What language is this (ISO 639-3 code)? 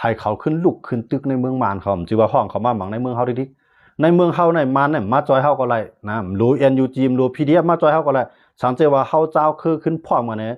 shn